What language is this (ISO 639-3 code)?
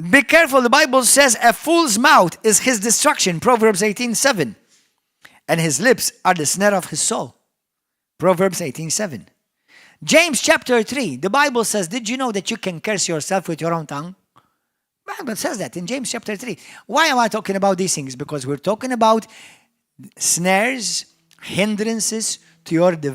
eng